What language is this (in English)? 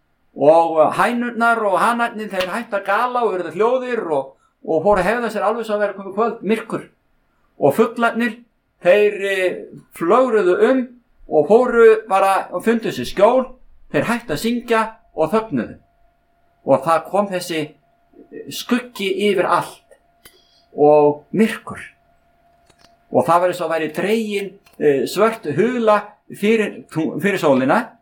Icelandic